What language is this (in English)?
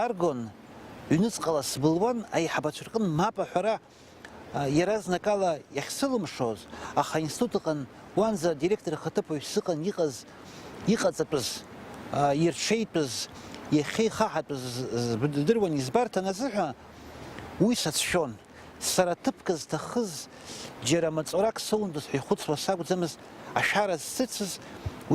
Abkhazian